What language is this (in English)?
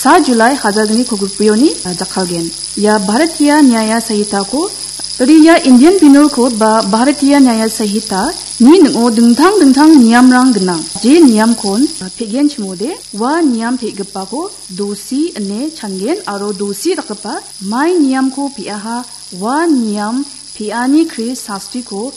Garo